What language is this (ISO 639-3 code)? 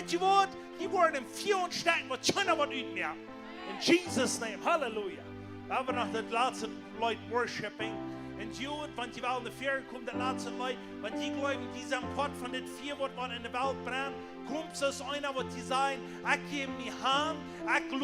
pdt